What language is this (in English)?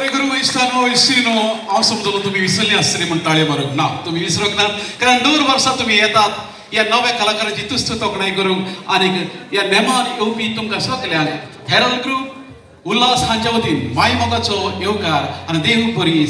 Konkani